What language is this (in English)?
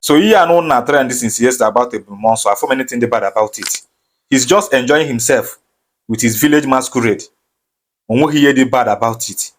Igbo